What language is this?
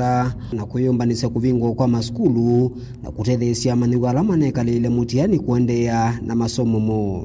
Kamba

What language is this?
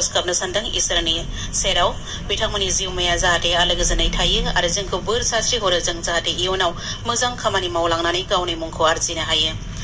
Bodo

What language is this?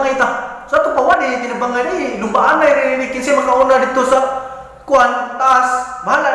Cebuano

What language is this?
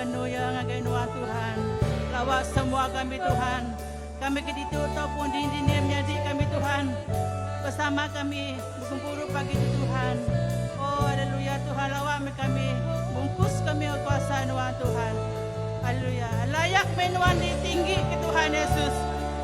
Iban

